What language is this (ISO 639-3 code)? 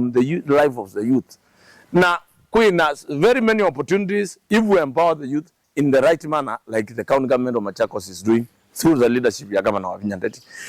kam